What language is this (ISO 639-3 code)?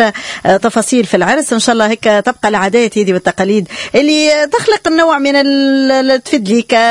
aeb